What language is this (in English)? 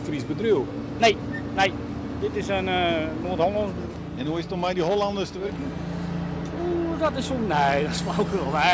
Western Frisian